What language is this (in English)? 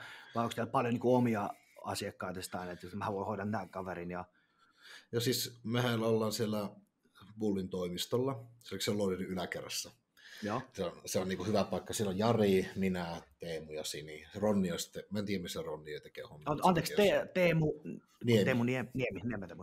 Finnish